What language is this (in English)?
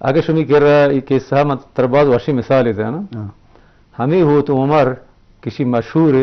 Eastern Balochi